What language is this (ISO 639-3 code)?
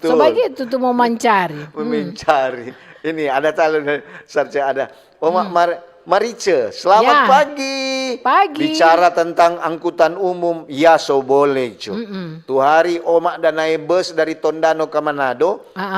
xmm